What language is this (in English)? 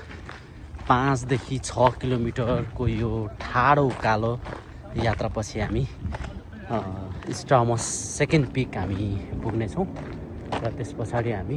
Nepali